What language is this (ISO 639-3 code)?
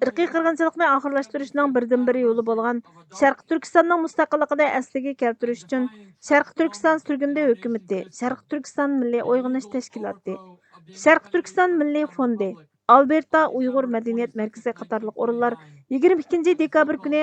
uig